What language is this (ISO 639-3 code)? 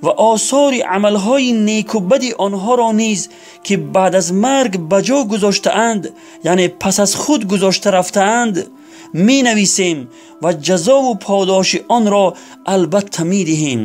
tgk